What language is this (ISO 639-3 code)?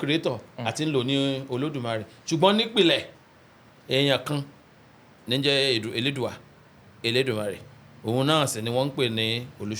yor